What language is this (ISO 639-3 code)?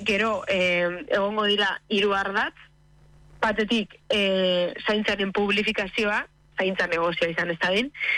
eus